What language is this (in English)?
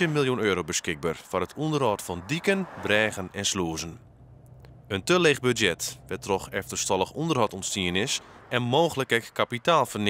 Western Frisian